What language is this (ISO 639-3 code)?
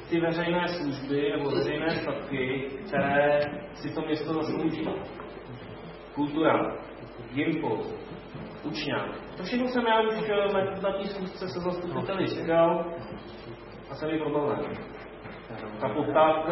ces